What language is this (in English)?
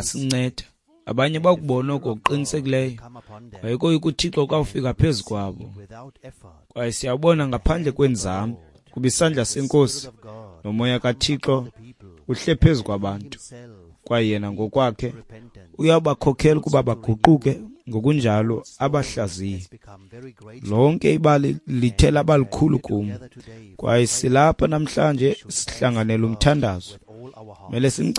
Xhosa